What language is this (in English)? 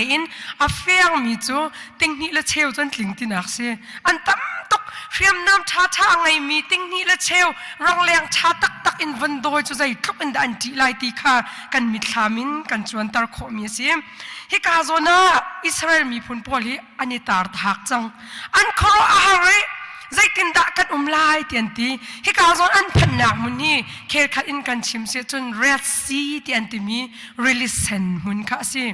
Hakha Chin